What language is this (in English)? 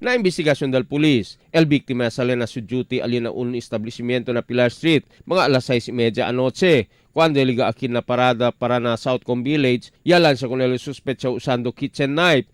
Chavacano